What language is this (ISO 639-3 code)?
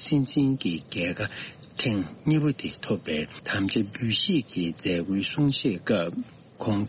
bod